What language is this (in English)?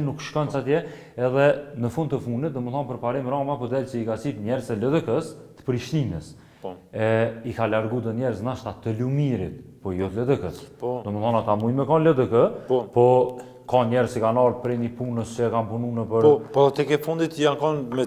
Albanian